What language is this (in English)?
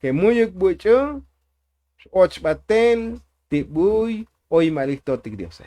Tzotzil